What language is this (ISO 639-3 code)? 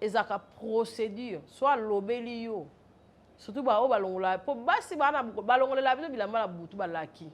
lin